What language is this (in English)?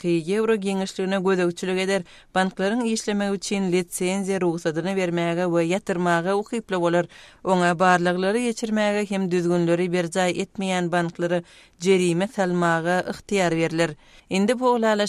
Turkmen